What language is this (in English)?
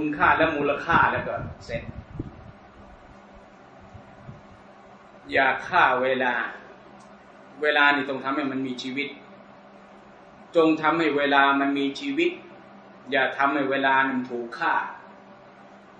Thai